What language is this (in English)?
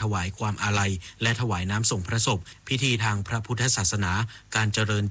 Thai